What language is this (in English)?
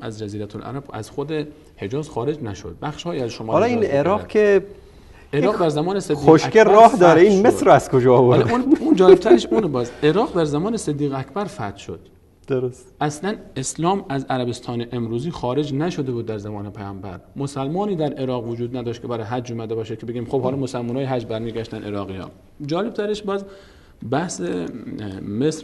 Persian